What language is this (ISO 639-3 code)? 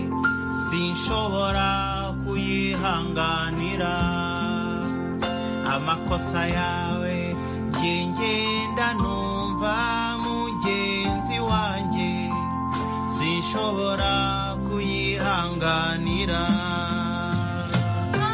kin